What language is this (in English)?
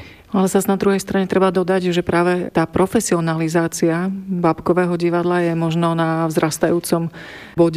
Slovak